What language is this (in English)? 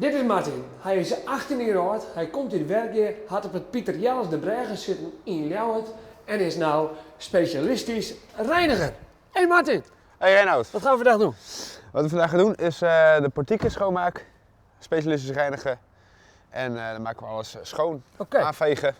Western Frisian